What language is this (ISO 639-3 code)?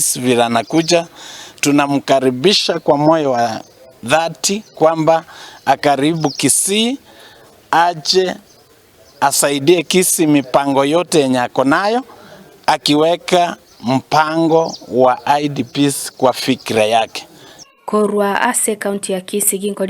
guz